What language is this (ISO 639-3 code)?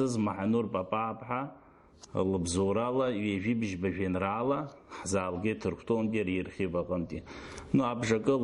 abk